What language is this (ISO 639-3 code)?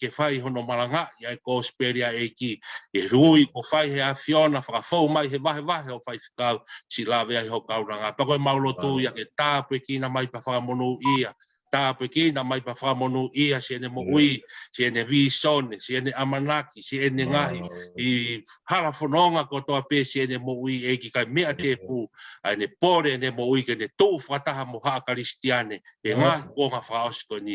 ton